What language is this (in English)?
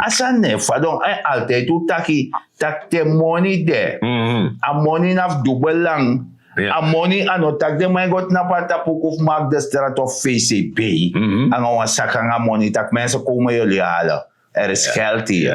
Sranan Tongo